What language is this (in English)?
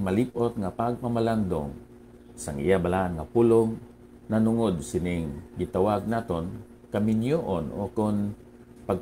Hiligaynon